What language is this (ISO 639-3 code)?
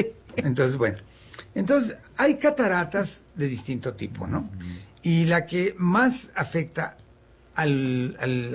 spa